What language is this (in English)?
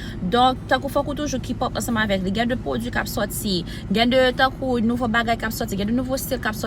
Haitian Creole